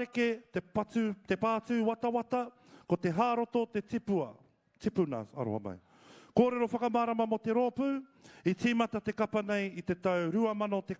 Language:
Māori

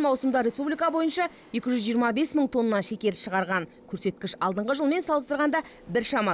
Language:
Kazakh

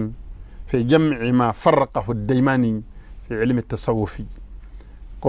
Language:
Bambara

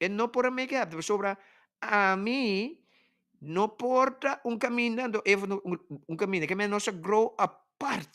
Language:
Papiamento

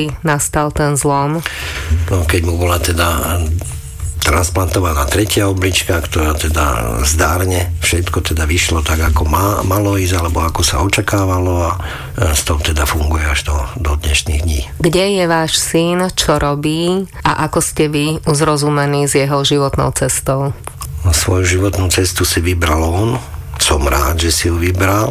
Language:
Slovak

